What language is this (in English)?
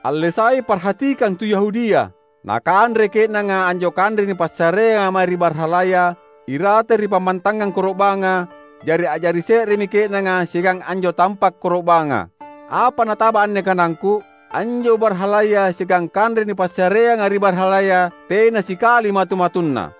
Makasar